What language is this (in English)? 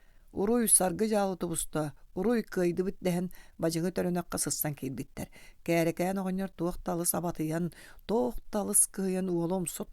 Yakut